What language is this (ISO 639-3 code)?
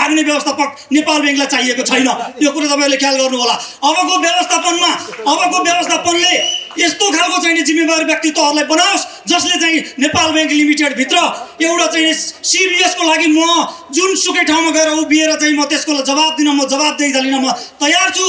nep